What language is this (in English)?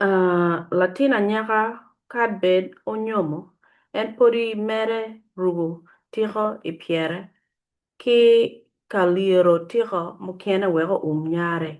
Acoli